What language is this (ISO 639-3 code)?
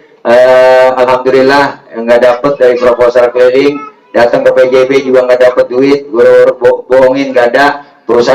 bew